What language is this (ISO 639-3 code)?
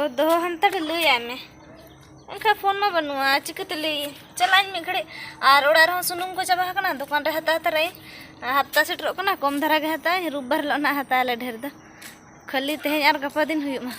sat